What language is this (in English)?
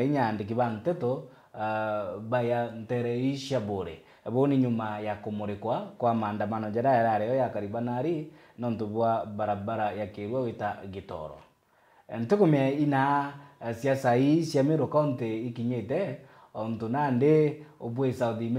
Meru